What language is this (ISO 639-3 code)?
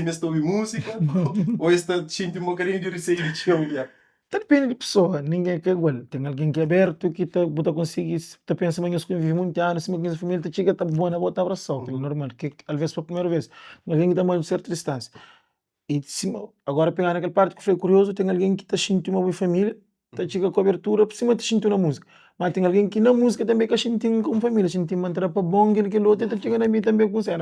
kea